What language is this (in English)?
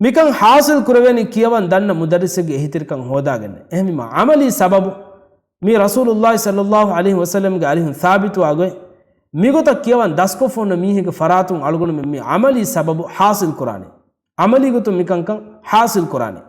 Divehi